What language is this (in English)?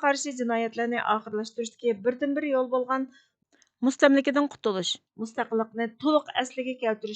Uyghur